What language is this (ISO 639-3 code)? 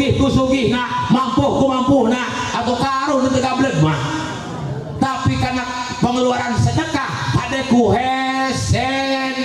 sun